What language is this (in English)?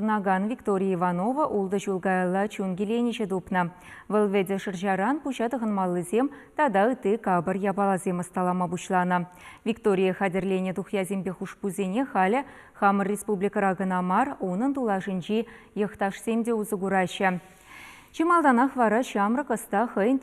Chuvash